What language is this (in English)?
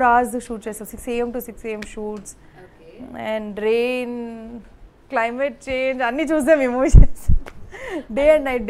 Telugu